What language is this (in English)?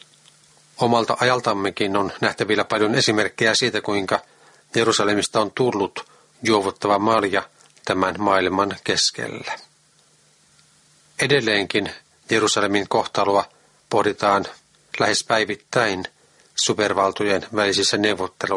Finnish